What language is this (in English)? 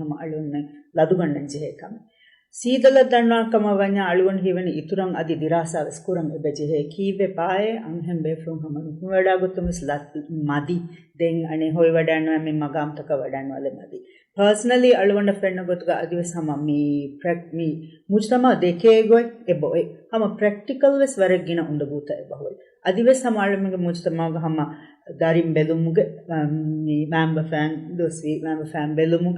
Divehi